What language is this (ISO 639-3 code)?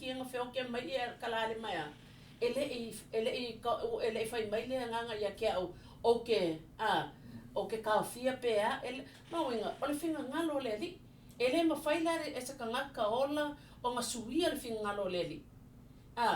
smo